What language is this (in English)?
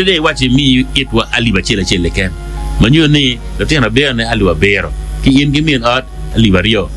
Acoli